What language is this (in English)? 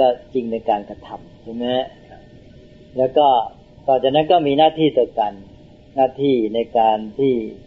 Thai